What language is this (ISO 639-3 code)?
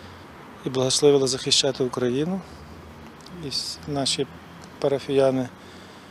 ukr